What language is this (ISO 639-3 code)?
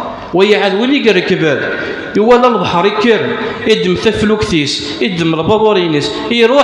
kab